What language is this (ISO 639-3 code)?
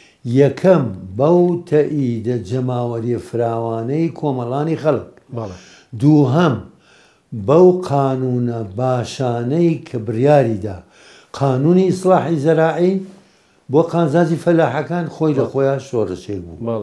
ckb